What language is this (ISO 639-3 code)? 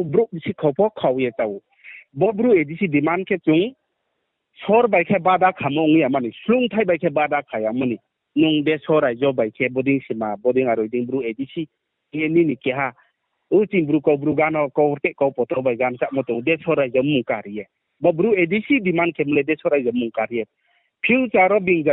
ria